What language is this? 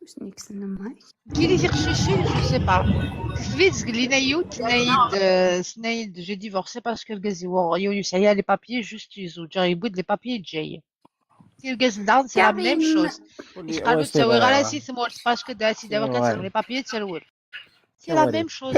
Kabyle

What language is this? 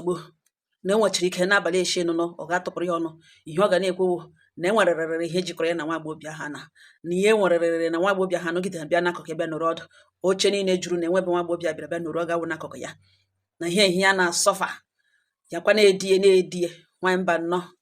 Igbo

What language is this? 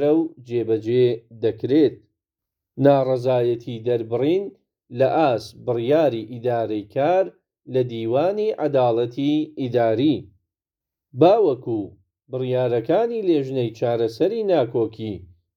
Central Kurdish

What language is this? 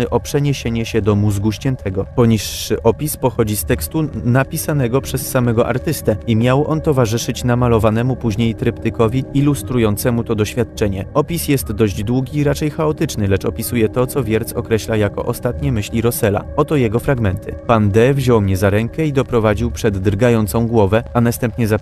Polish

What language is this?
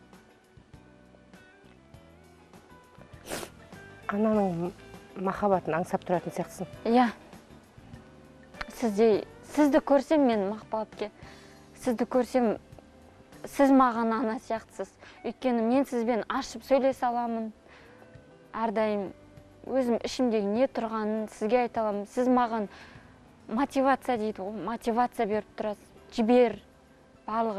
Kazakh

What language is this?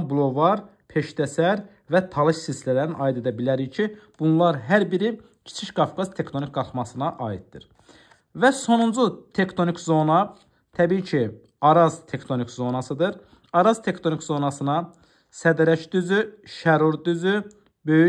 Azerbaijani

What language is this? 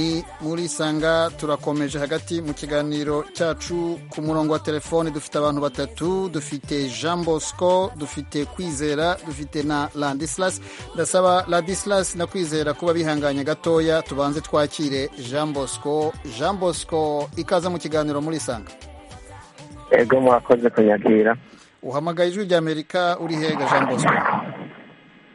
Kinyarwanda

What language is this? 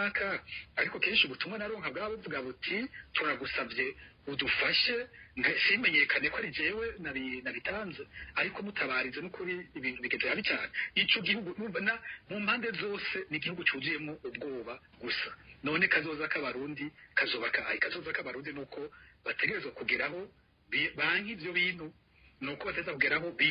Rundi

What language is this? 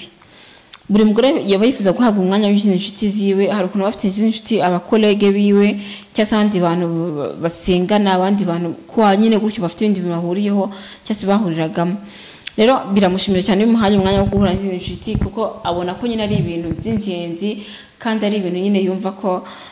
Kinyarwanda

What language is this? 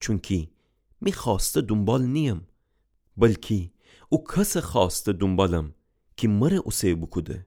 Gilaki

